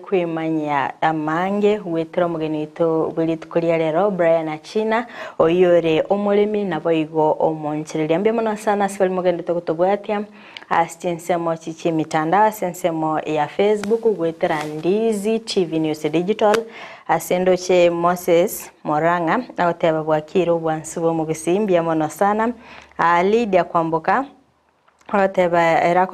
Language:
Gusii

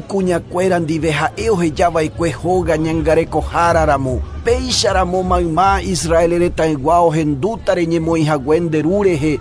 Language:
Guarani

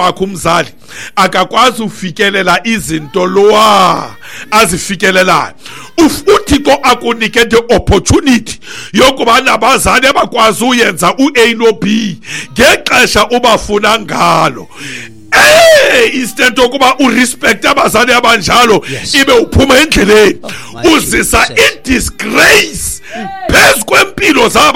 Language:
Xhosa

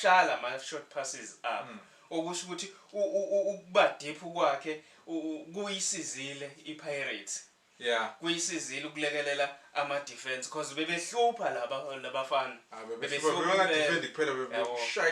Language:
Zulu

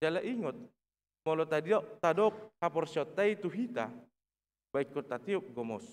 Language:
Batak Toba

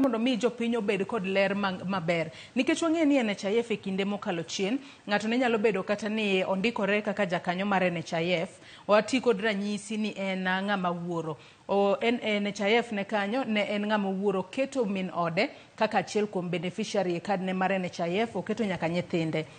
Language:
Luo (Kenya and Tanzania)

